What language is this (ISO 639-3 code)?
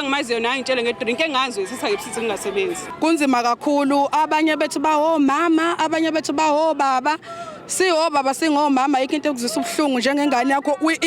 zul